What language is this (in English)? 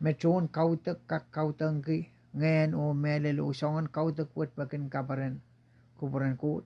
Pohnpeian